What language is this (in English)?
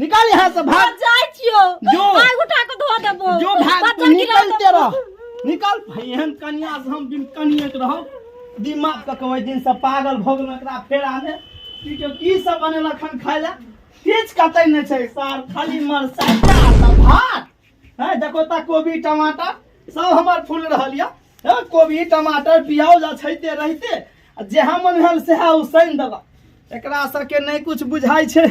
Maithili